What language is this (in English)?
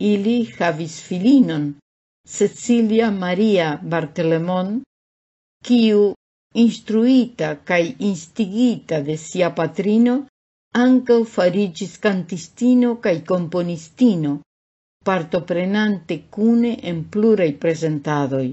Esperanto